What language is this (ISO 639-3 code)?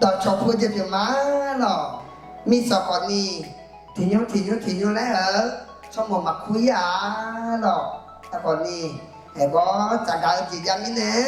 ahk